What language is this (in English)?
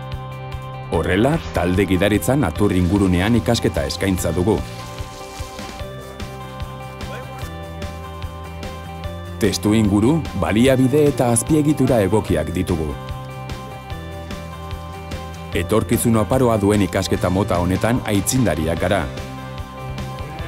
Basque